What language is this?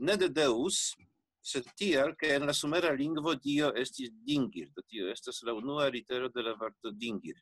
Esperanto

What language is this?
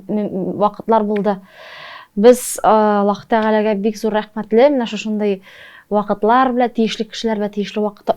Tatar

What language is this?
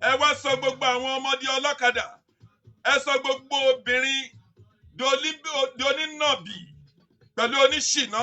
Yoruba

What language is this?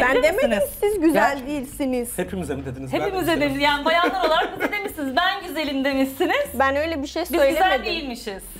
Turkish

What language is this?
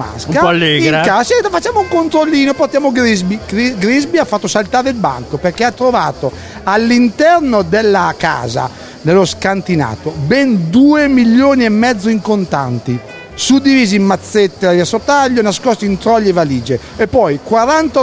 Italian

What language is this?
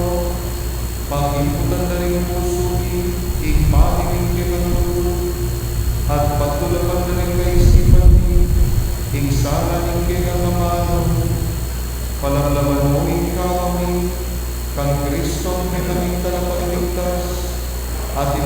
Pampanga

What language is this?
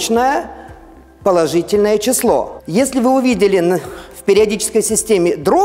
Russian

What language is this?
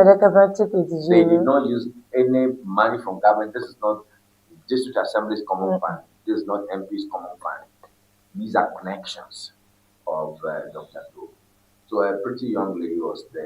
Ewe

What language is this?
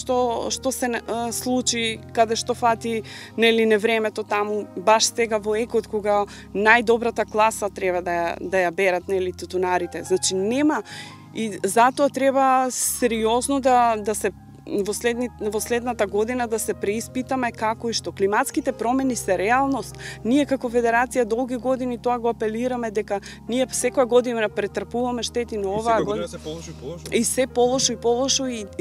Macedonian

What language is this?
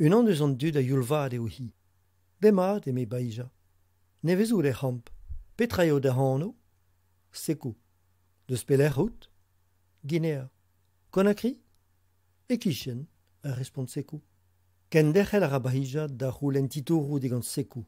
Breton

